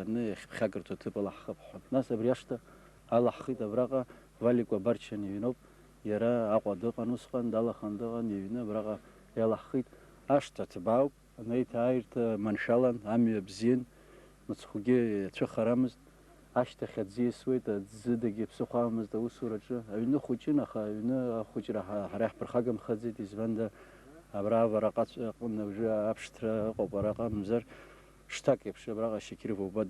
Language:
Abkhazian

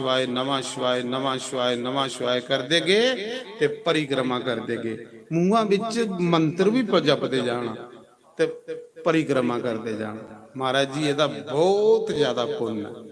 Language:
Dogri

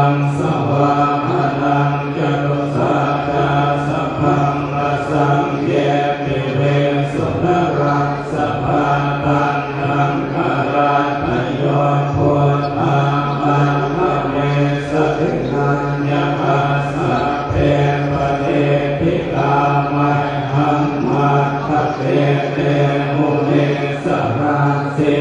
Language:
Pali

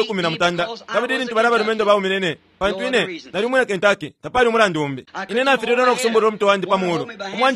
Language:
Bemba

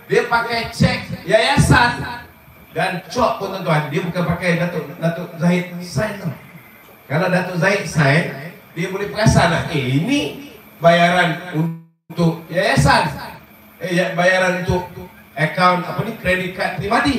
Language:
Malay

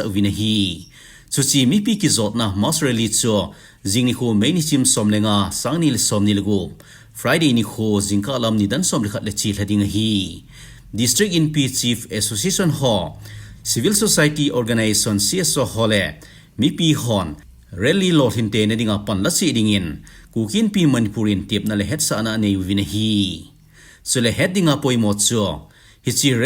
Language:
Thado Chin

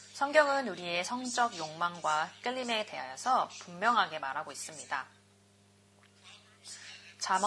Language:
Korean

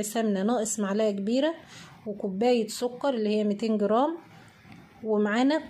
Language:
Egyptian Arabic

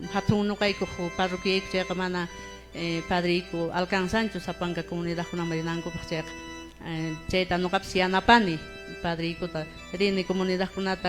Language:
Quechua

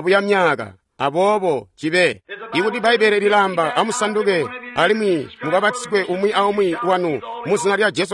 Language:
Tonga (Zambia)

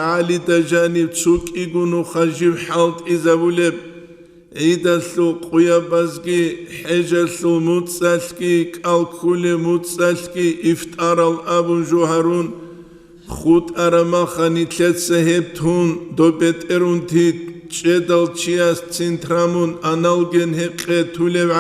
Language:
Avaric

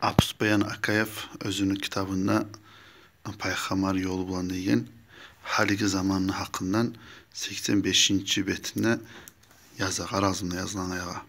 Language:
Kumyk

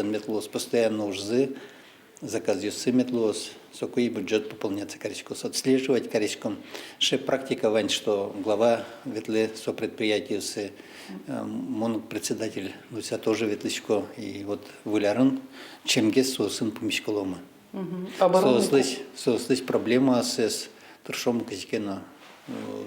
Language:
Udmurt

